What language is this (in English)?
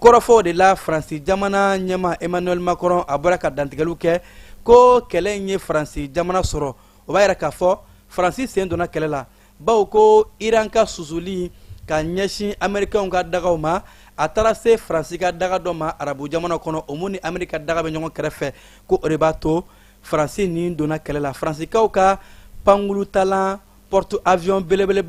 Bambara